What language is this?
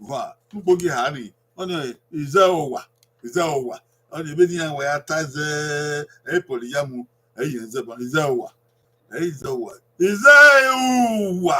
Bini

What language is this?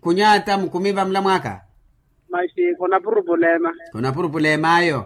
Makhuwa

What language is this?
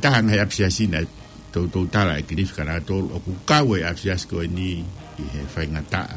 Tongan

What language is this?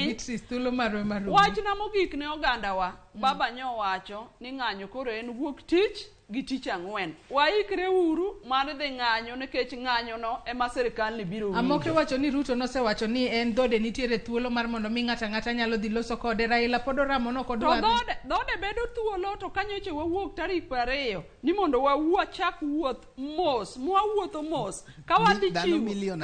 Luo (Kenya and Tanzania)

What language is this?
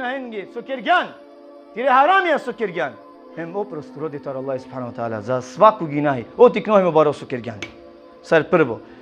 Balkan Romani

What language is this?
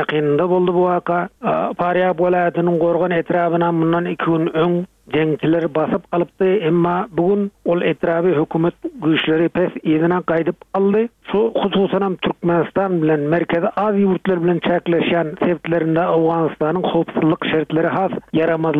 Turkmen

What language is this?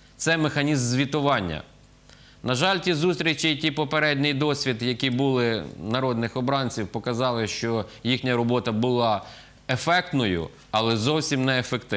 Ukrainian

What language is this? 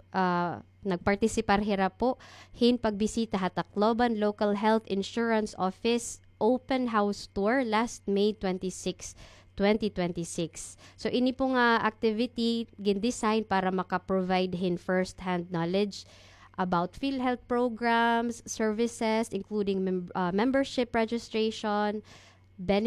Waray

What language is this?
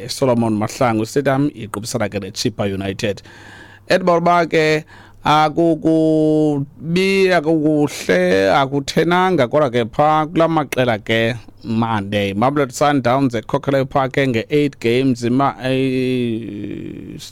Xhosa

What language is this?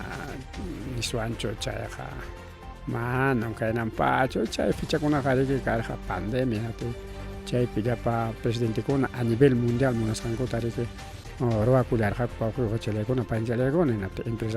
Ayacucho Quechua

